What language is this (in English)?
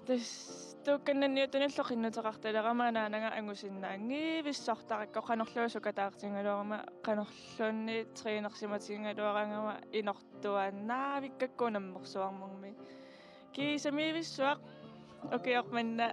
Kalaallisut